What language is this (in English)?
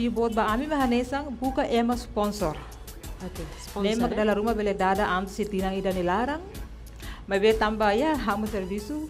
Tetum